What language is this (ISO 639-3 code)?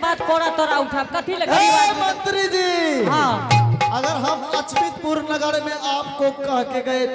anp